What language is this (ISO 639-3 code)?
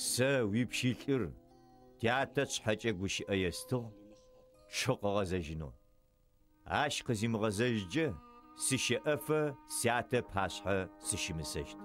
ady